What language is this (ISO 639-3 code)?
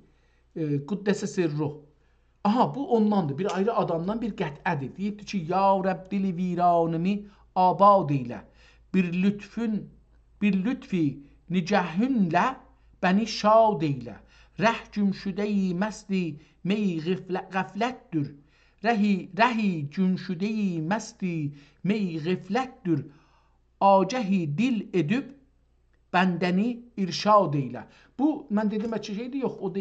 azb